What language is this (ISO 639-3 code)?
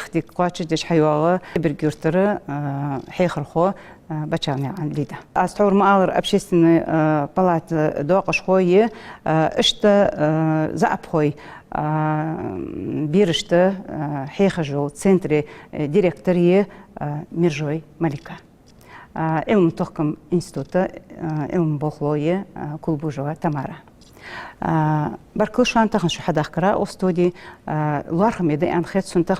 inh